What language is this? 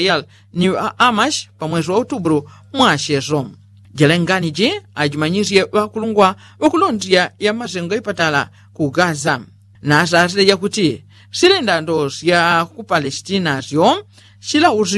Yao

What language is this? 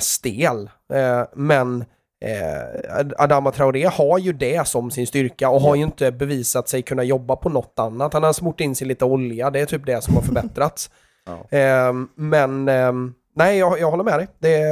Swedish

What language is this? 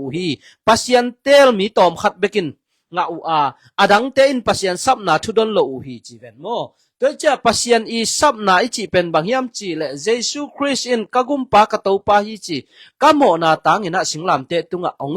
Tedim Chin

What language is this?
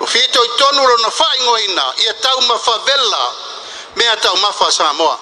Samoan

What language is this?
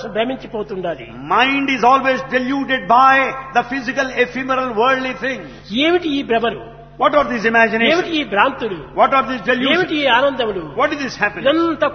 Telugu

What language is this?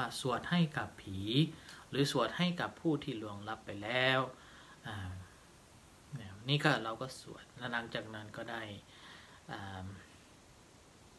Thai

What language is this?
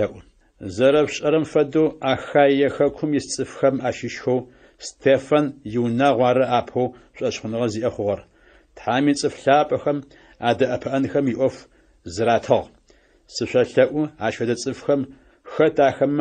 Adyghe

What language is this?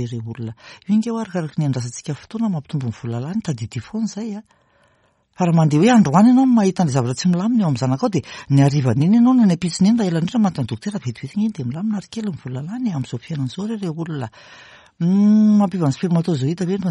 Malagasy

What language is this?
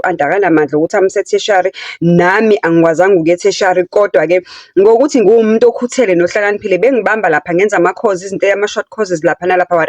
Zulu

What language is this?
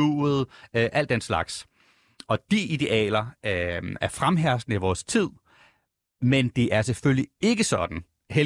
Danish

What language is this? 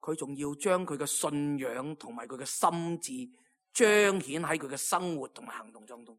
Cantonese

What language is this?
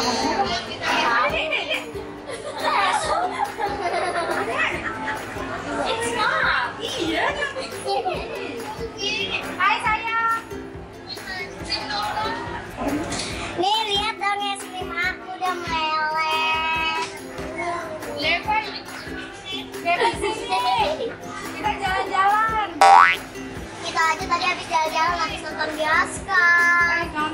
Indonesian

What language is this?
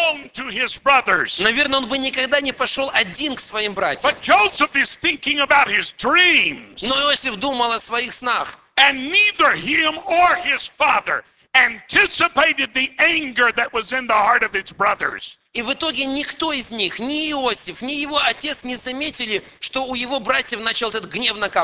Russian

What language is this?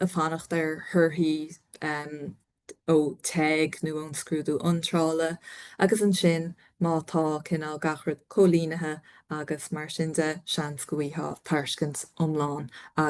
Irish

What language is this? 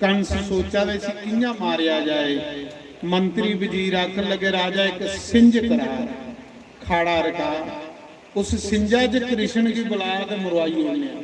Dogri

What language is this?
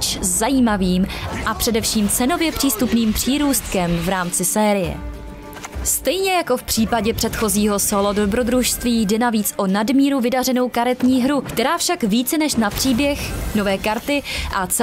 Czech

